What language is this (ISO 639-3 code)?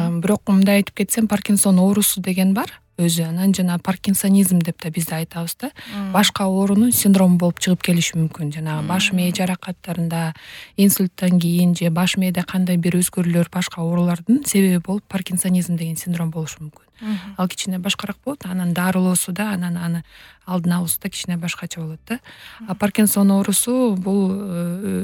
kir